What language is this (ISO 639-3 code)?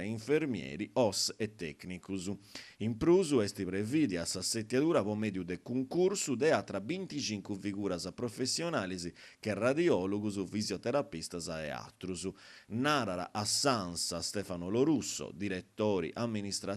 srd